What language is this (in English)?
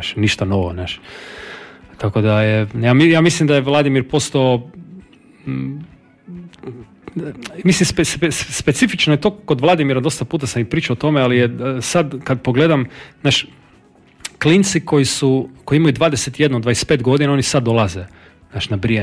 Croatian